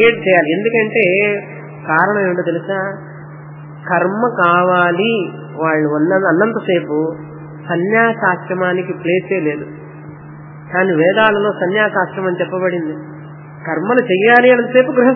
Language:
Telugu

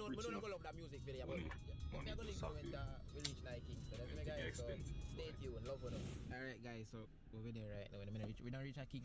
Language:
Jamaican Creole English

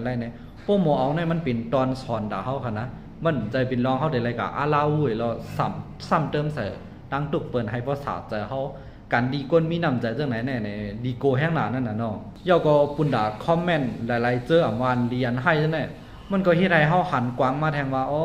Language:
Shan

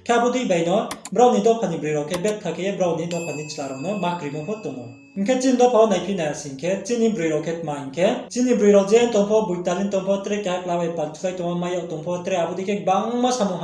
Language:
Riang (India)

